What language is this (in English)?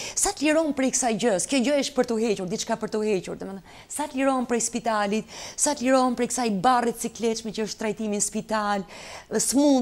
Albanian